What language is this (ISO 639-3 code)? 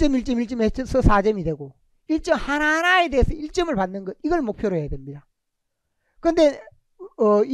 kor